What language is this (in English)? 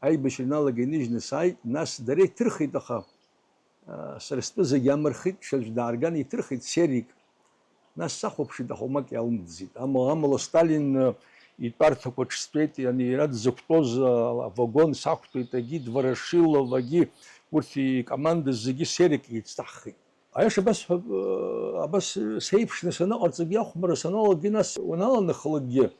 Abkhazian